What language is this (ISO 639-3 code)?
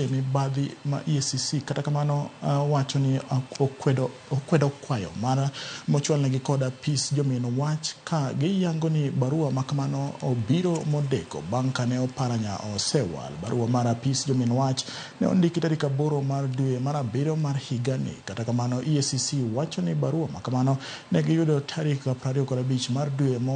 luo